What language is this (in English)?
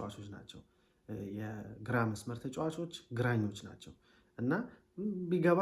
Amharic